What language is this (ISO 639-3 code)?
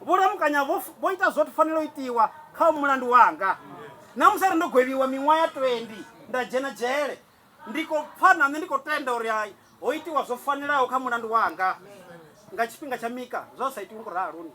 ven